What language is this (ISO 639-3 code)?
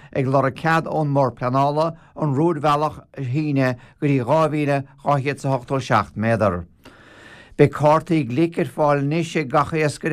gle